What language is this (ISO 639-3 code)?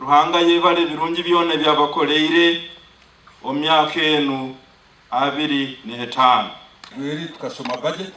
nyn